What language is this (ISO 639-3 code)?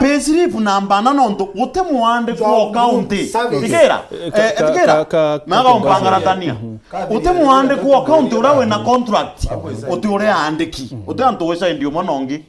mer